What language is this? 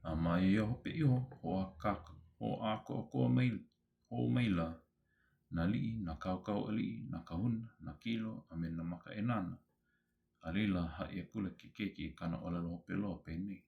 Hawaiian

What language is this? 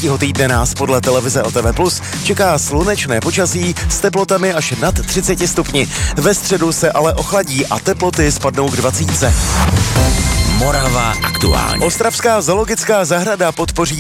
Czech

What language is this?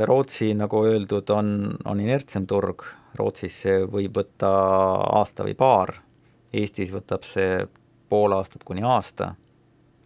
Estonian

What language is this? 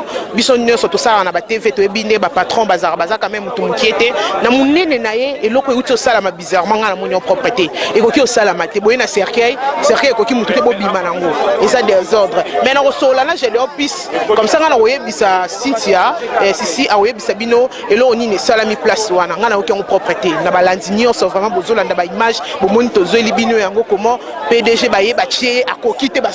Lingala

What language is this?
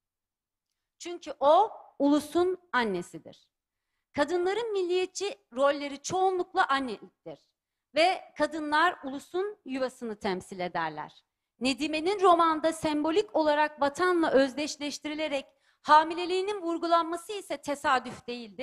Turkish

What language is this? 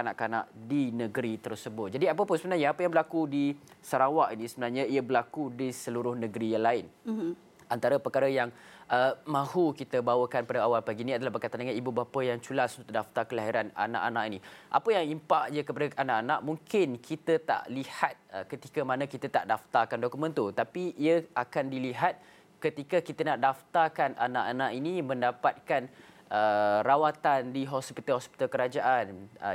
Malay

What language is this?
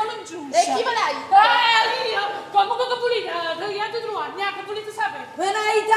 Neapolitan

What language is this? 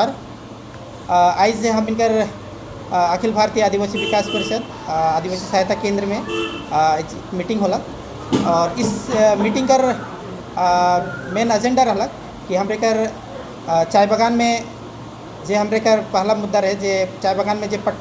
Sadri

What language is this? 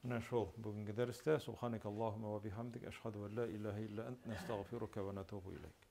Tatar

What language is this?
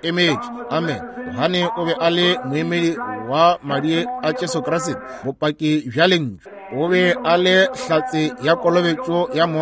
Northern Sotho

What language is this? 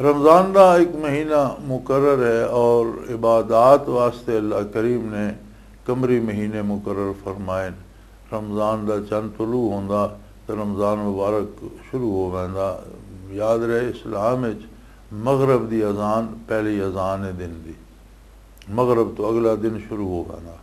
Western Panjabi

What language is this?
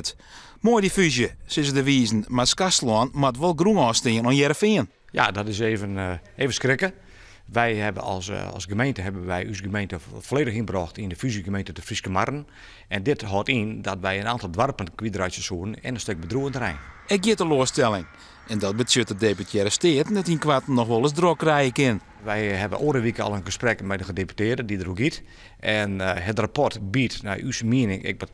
Western Frisian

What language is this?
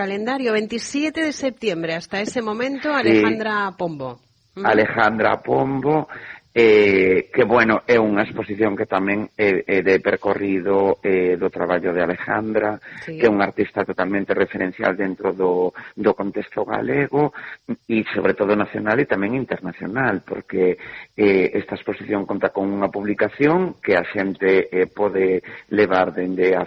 Galician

